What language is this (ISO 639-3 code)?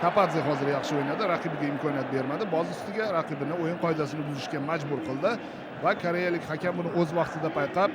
uzb